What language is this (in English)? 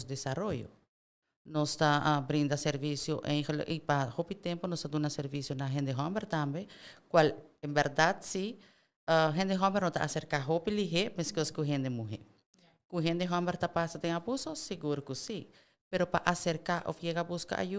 Papiamento